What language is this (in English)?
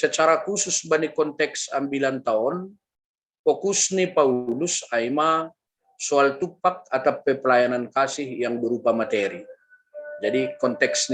Batak Simalungun